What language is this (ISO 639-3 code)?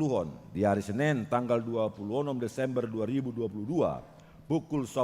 bbc